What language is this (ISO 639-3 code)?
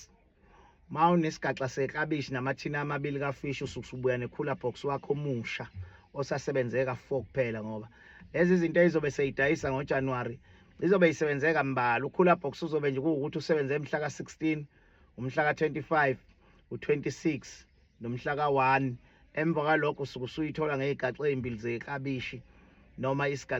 zul